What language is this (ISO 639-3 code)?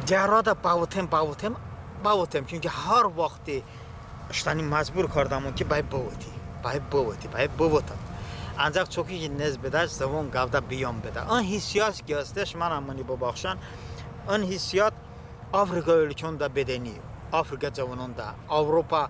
tly